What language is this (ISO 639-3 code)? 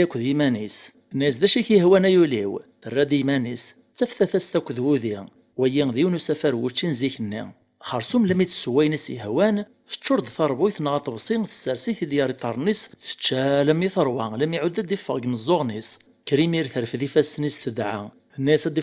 kab